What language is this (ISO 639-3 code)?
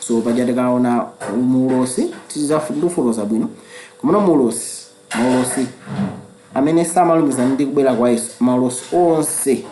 nya